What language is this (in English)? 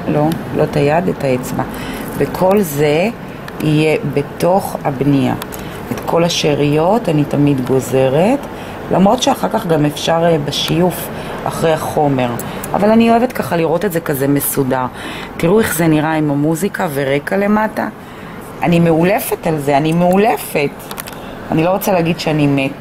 Hebrew